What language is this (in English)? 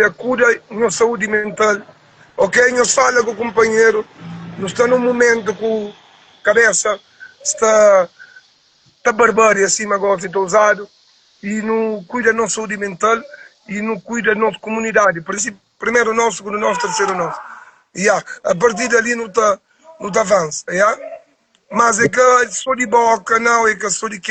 Kabuverdianu